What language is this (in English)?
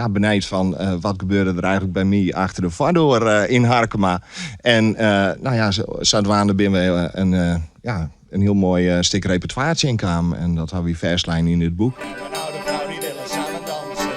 Western Frisian